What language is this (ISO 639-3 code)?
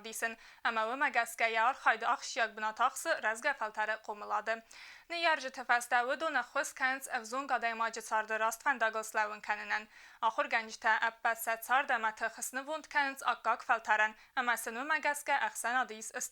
oss